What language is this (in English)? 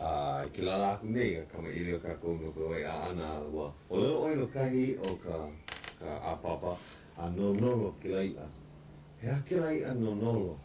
Hawaiian